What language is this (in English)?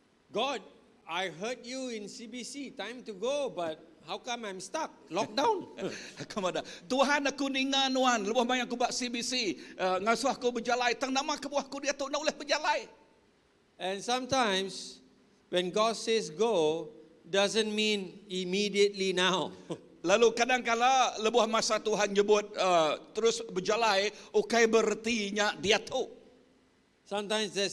Iban